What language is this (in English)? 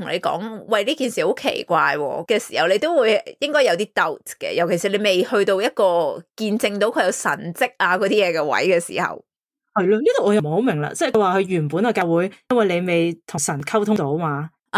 Cantonese